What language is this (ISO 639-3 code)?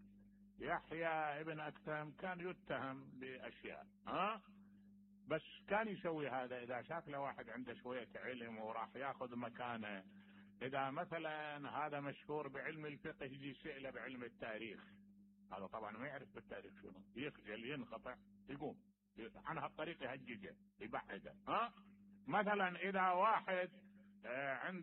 acm